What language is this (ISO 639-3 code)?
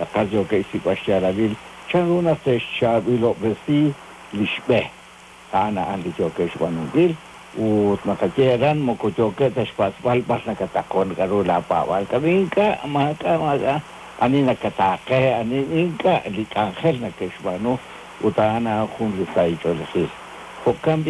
kek